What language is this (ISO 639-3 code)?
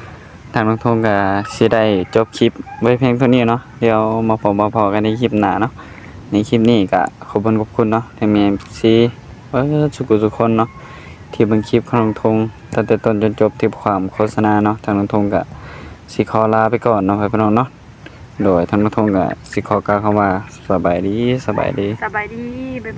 tts